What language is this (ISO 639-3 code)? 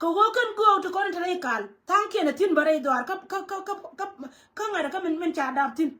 nus